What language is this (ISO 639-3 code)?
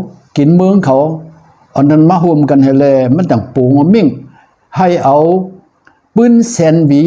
shn